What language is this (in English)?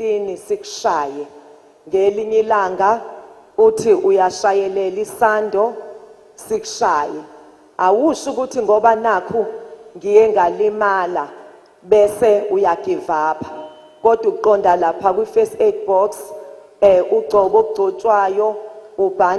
Zulu